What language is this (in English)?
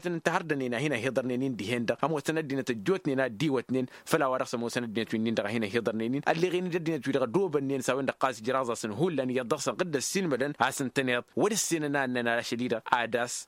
Tamasheq